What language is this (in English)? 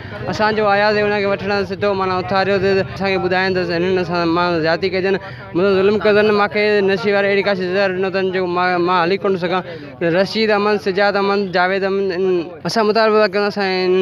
Sindhi